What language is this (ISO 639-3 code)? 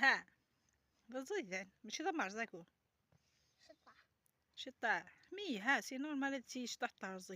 arq